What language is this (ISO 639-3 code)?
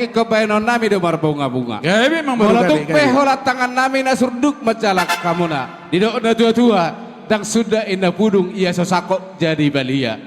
bbc